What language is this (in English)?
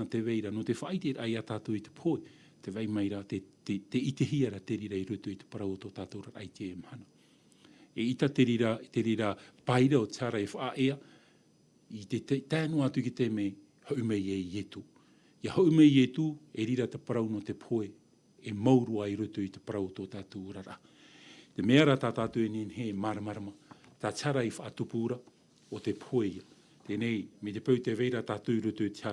Tahitian